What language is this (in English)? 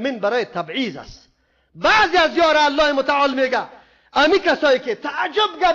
Persian